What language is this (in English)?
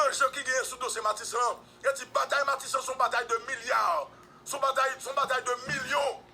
Haitian Creole